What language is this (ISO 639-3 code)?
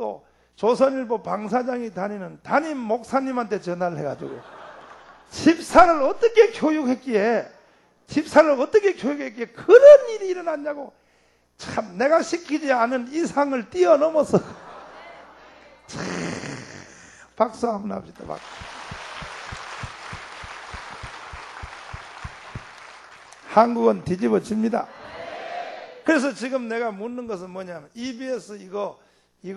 kor